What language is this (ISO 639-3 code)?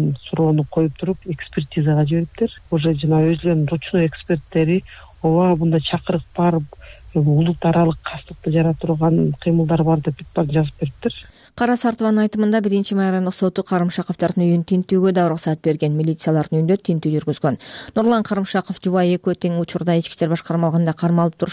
kir